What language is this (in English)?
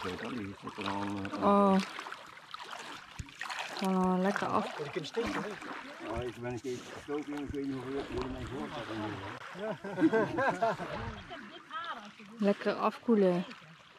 Dutch